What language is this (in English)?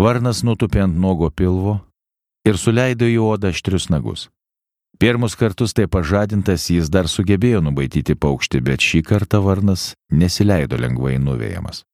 Lithuanian